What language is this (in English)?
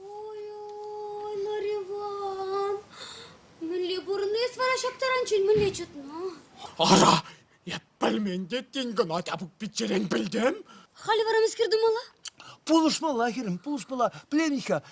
Chuvash